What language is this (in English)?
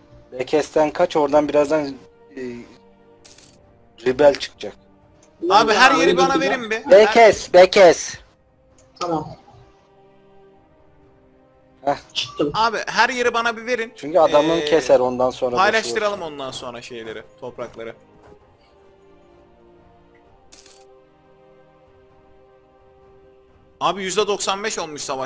Turkish